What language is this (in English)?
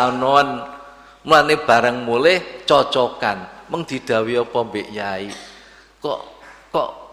Javanese